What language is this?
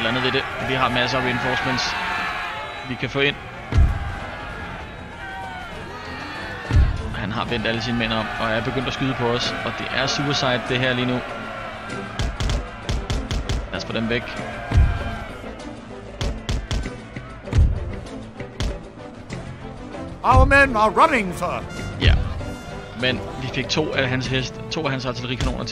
Danish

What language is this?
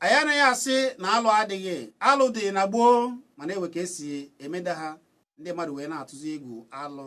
Igbo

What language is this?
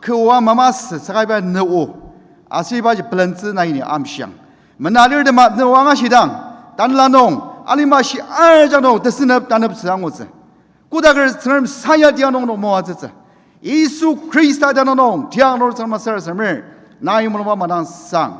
Ao Naga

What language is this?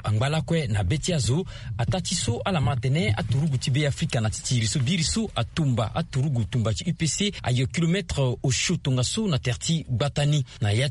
Sango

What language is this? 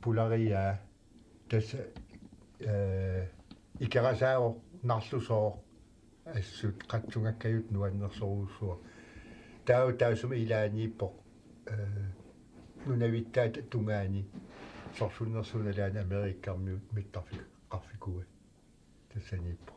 Kalaallisut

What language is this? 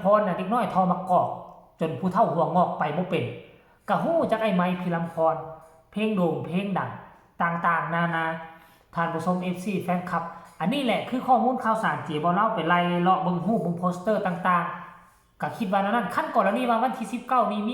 Northeastern Thai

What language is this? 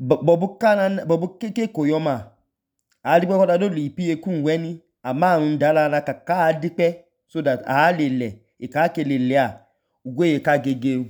Idoma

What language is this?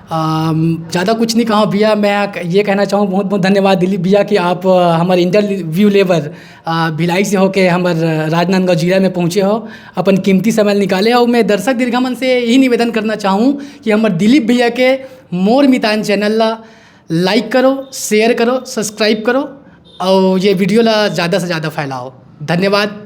Chhattisgarhi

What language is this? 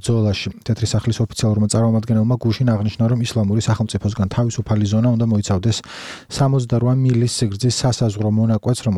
Georgian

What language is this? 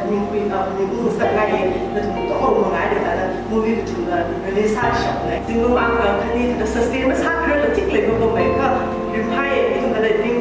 Tangkhul Naga (India)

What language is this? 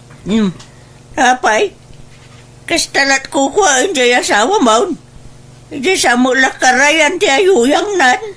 Iloko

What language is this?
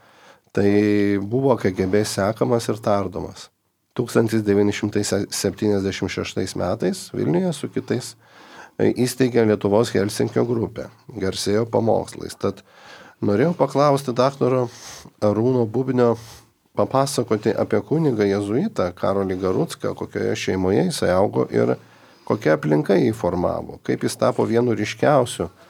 Lithuanian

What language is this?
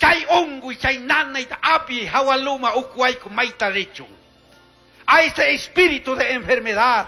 Chimborazo Highland Quichua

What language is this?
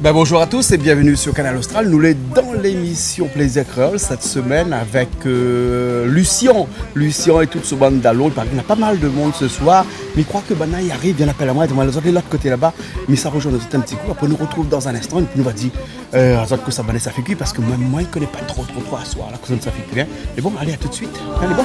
Réunion Creole French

